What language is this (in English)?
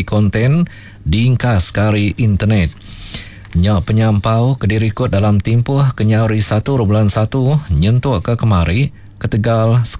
Iban